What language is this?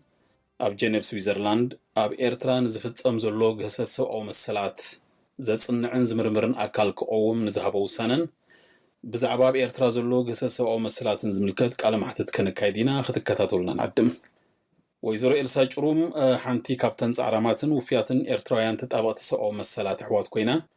Tigrinya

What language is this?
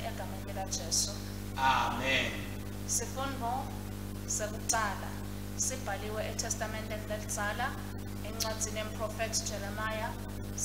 Swati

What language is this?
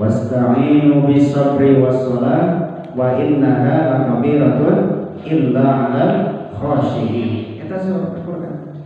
Sundanese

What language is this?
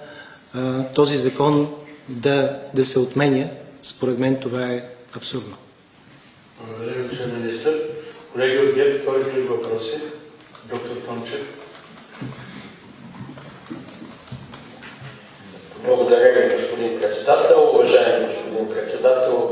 Bulgarian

